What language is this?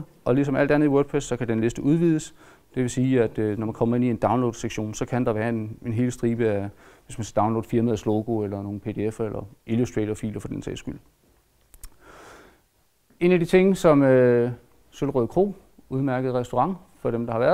Danish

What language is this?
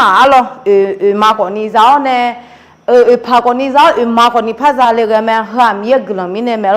Akha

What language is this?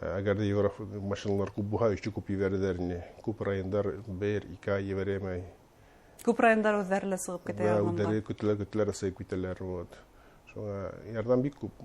Bashkir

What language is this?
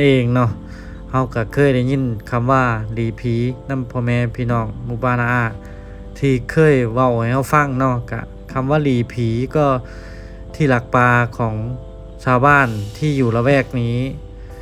Lao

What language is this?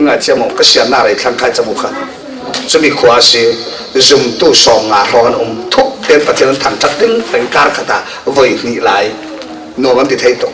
Falam Chin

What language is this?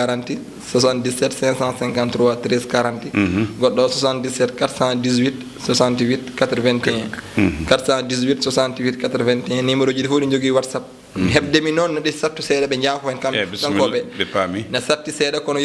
Fula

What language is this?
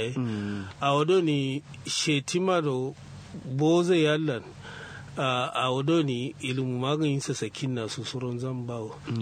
Kanuri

